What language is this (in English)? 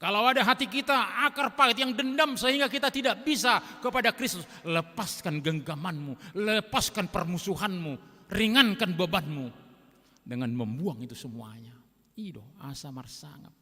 Batak Toba